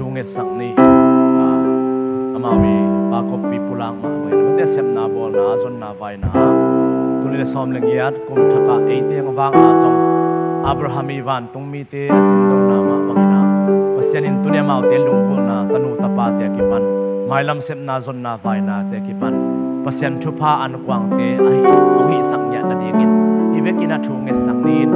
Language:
Tedim Chin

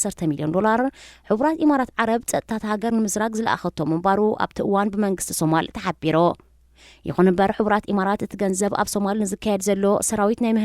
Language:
Tigrinya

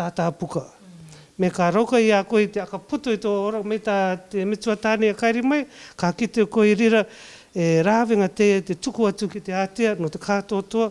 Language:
Rarotongan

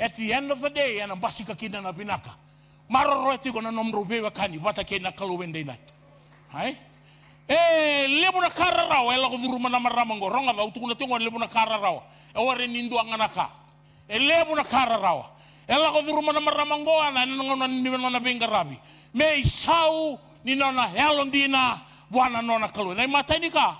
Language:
Fijian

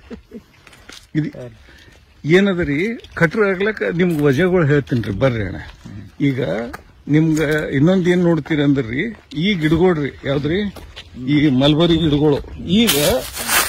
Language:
Kannada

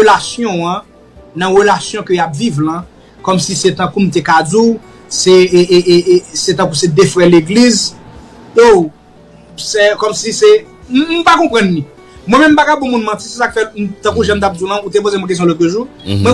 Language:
Haitian Creole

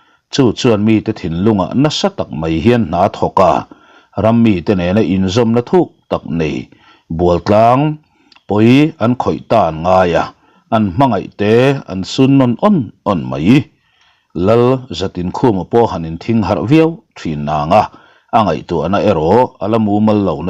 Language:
Mizo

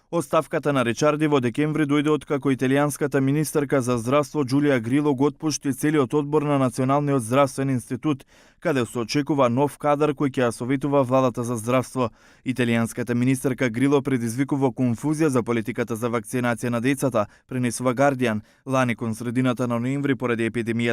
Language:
Macedonian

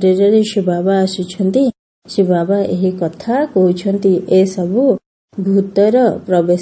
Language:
Odia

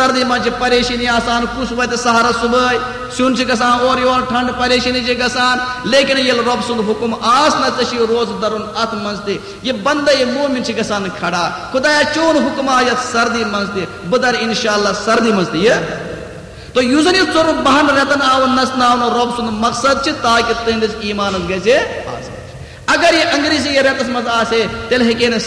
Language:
Kashmiri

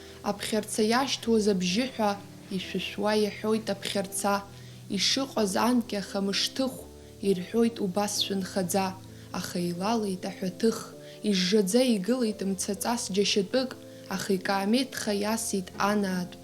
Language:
Abkhazian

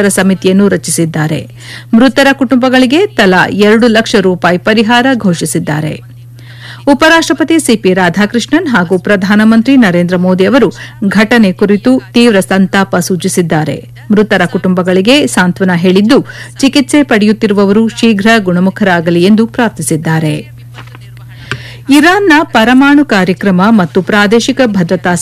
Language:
Kannada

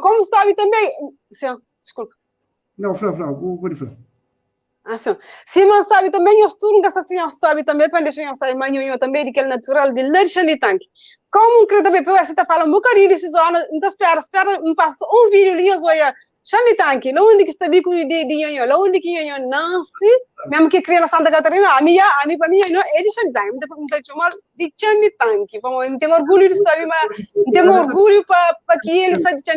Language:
Kabuverdianu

